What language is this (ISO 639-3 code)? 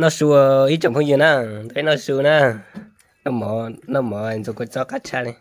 hmn